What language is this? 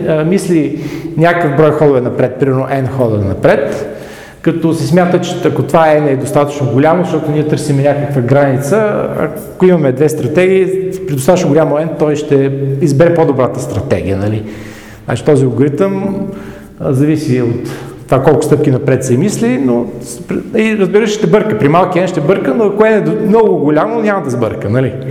Bulgarian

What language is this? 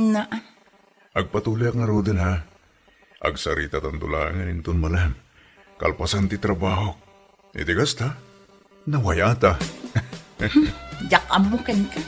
Iloko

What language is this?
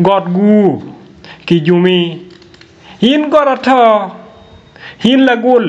Acoli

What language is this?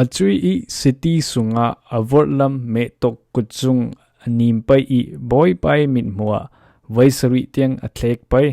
Falam Chin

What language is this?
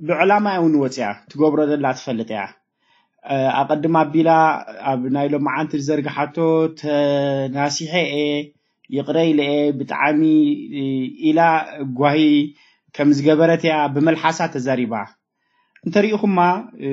Tigrinya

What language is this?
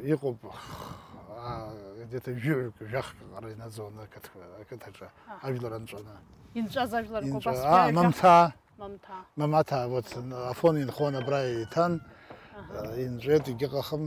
Abkhazian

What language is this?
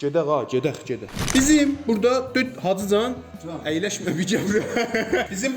South Azerbaijani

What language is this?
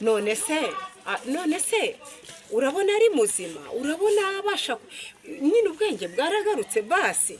Kinyarwanda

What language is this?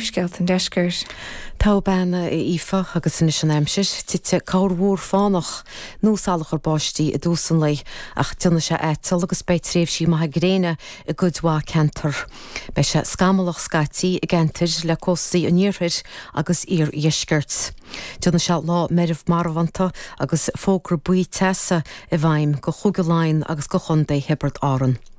Irish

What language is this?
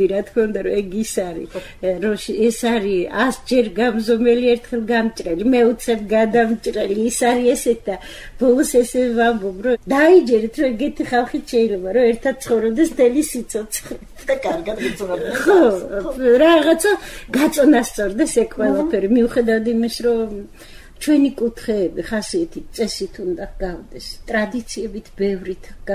Georgian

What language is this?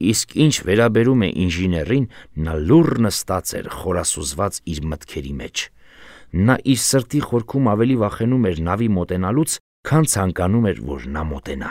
Armenian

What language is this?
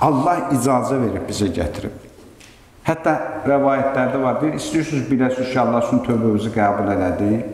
Azerbaijani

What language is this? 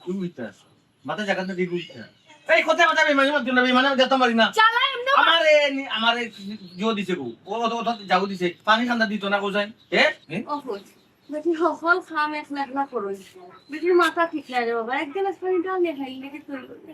Sylheti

